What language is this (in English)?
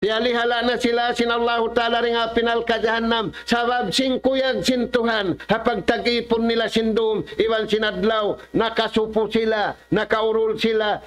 Tausug